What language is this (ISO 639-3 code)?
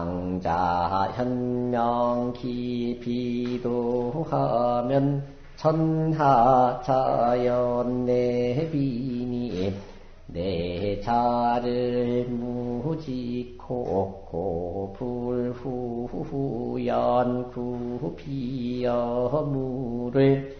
kor